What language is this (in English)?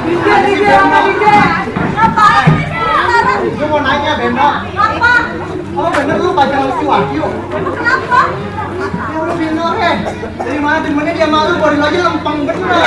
Betawi